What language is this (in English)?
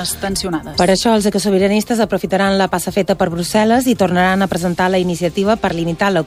Catalan